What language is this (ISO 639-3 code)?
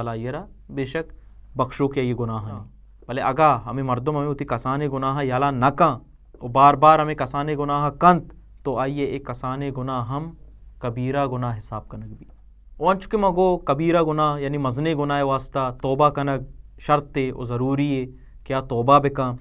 bal